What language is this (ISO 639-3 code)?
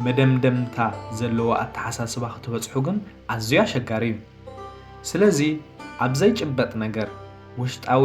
tir